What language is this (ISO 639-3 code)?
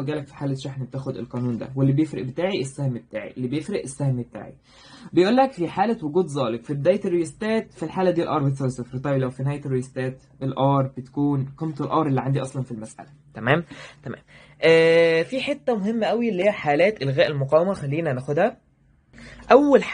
arz